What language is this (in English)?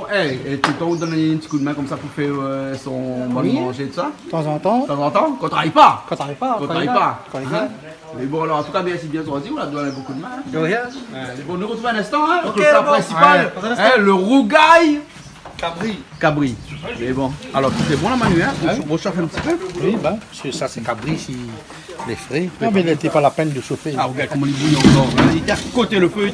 Réunion Creole French